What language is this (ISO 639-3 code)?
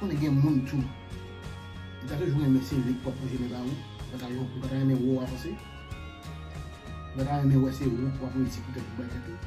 hat